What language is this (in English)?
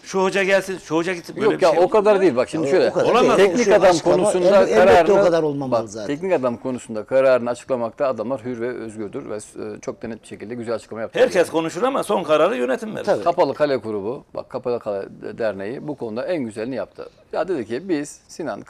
Turkish